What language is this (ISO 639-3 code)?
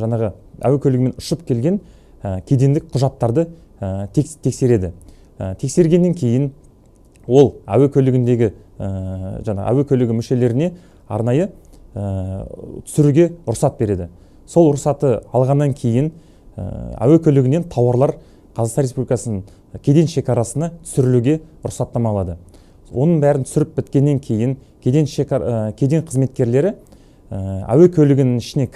kaz